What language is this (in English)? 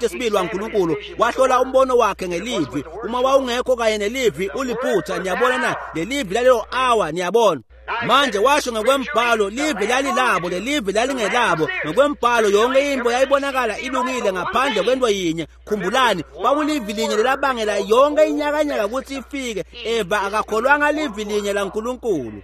Swati